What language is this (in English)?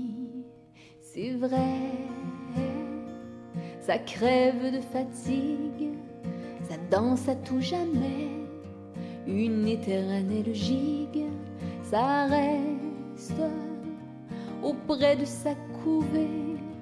French